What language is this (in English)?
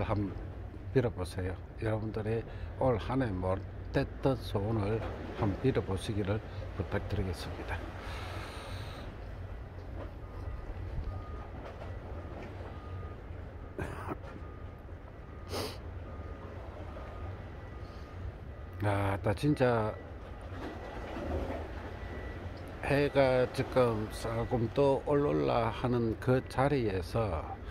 Korean